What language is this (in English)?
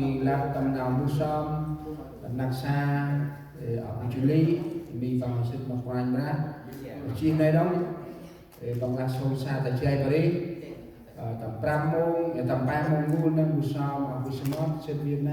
Central Mnong